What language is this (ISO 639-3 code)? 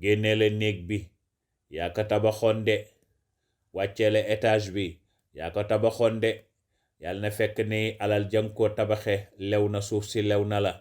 wol